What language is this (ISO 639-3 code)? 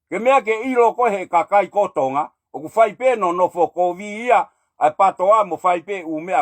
ton